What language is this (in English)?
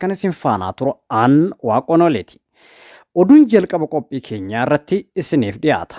Oromo